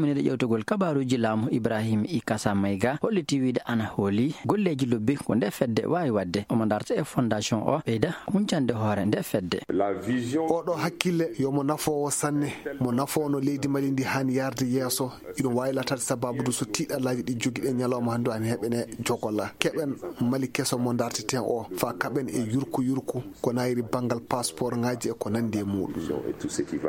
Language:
Fula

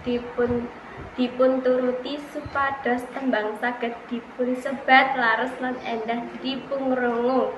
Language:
Javanese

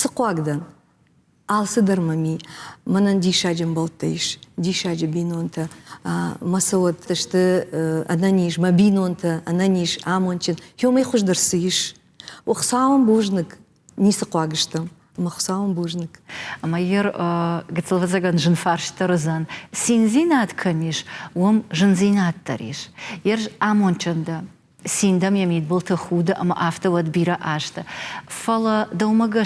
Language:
Ossetic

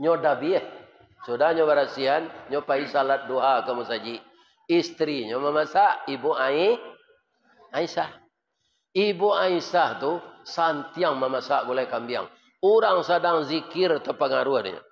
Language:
Minangkabau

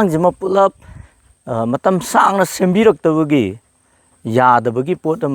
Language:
Manipuri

